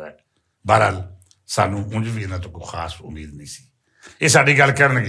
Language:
Western Panjabi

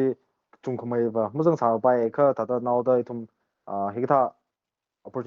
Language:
Tangkhul Naga (India)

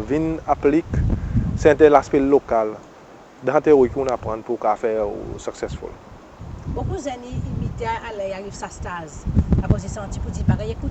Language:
Seselwa Creole French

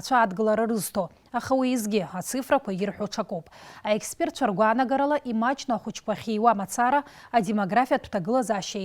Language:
Abkhazian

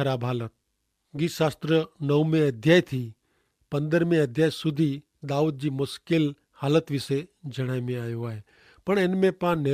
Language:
Kachhi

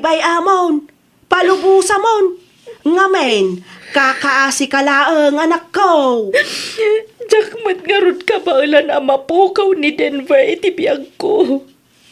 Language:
Iloko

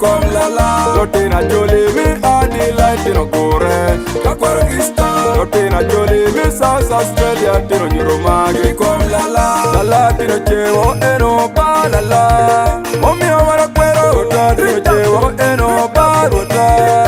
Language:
Acoli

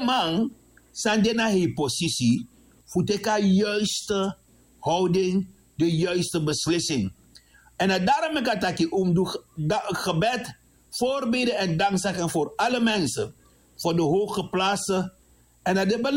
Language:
Sranan Tongo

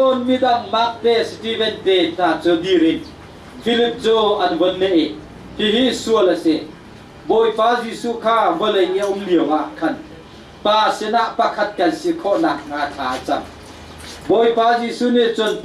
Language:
Hakha Chin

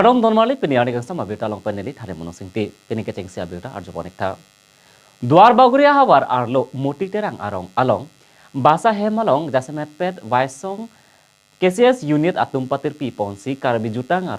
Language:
Karbi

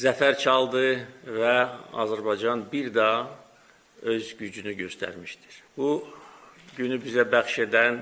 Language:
Azerbaijani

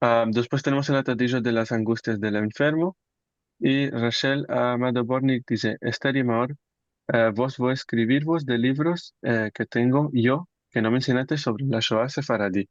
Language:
Ladino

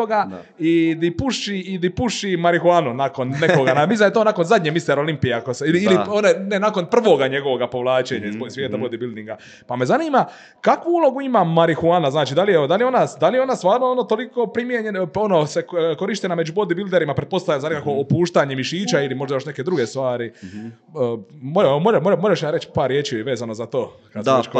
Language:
Croatian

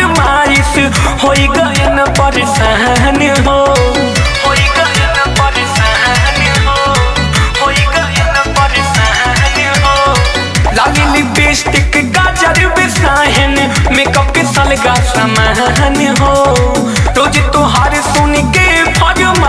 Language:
Bhojpuri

